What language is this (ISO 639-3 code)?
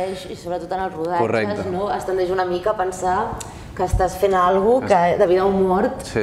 cat